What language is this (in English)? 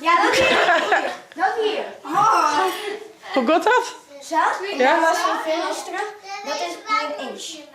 Western Frisian